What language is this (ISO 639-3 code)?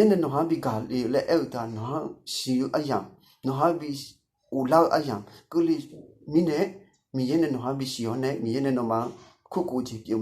ahk